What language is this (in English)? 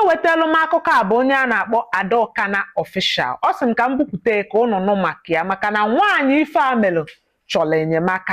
Igbo